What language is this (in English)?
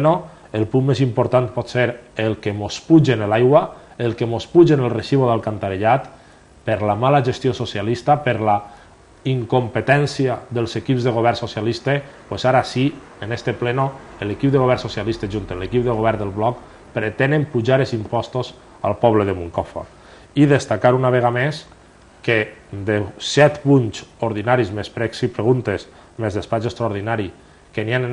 Catalan